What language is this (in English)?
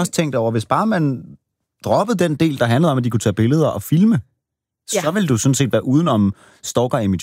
Danish